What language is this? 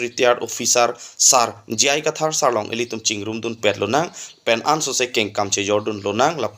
Karbi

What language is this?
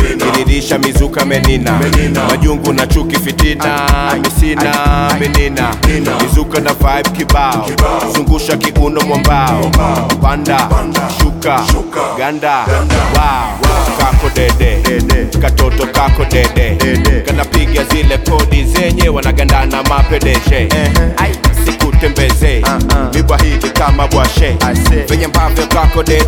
Swahili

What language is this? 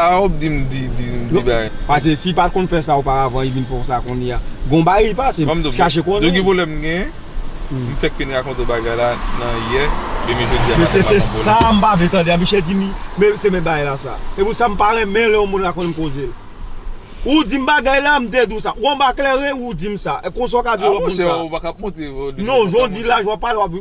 Haitian Creole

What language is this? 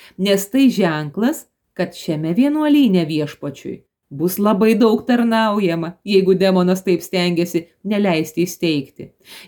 Lithuanian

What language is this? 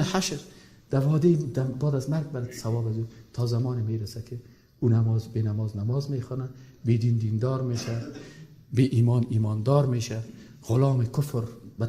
Persian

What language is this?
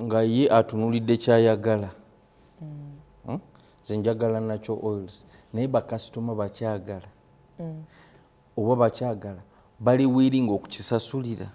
Ganda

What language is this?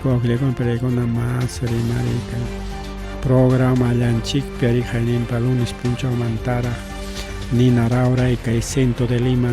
Ayacucho Quechua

